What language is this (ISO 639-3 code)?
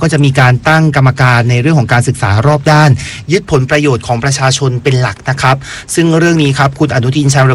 tha